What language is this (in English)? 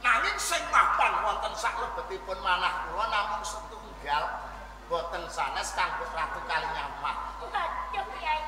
Javanese